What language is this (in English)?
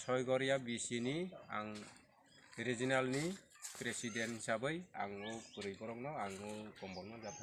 Kok Borok